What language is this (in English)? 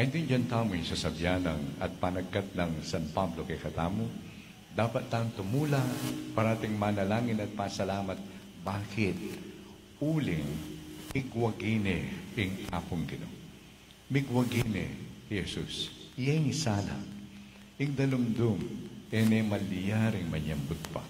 Pampanga